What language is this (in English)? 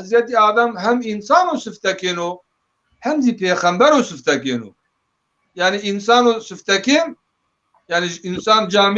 Zaza